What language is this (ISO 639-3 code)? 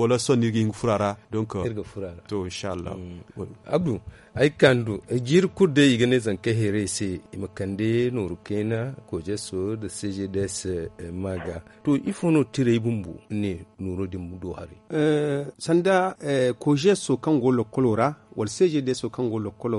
dje